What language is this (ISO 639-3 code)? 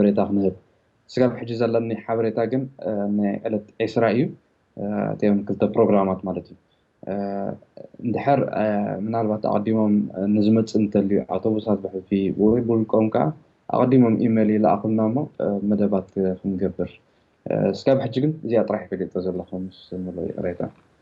tir